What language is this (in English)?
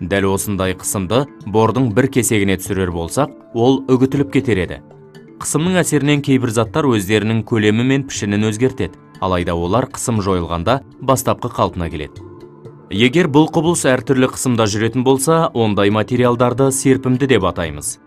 Kazakh